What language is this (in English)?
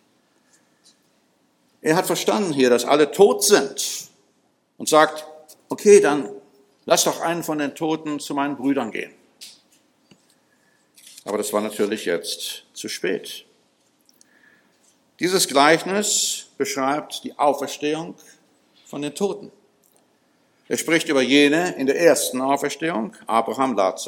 German